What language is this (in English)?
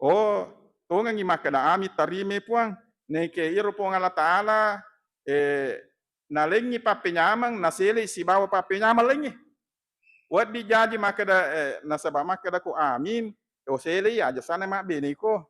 Buginese